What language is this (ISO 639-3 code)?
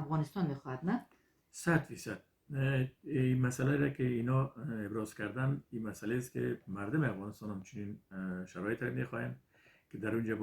fas